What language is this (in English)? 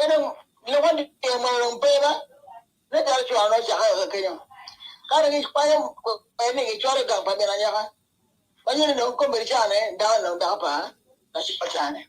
Acoli